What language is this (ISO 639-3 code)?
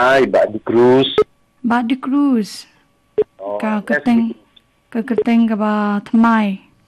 kha